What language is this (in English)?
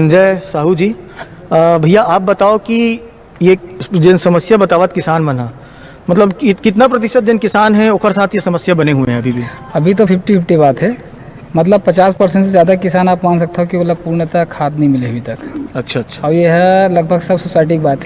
Chhattisgarhi